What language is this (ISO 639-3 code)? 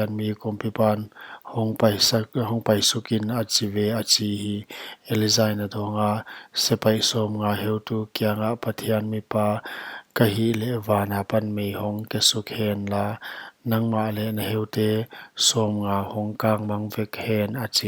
pck